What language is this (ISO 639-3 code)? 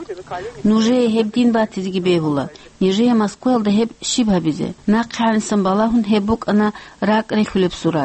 ava